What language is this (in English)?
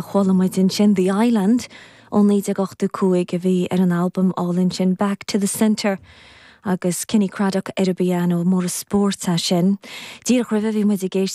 Irish